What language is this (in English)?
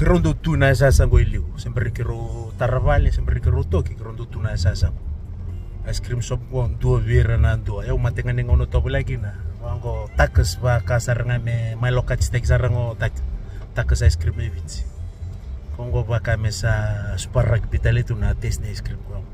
Fijian